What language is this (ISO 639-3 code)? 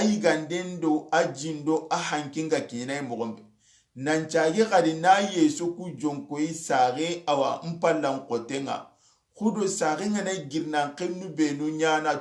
snk